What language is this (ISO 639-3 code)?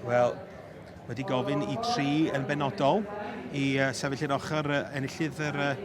cym